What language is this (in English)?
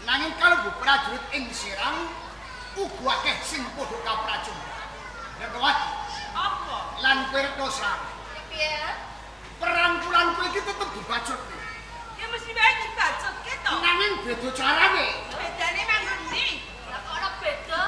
Javanese